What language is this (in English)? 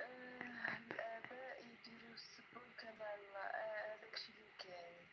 Algerian Arabic